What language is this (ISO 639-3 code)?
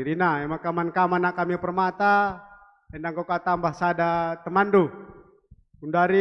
btx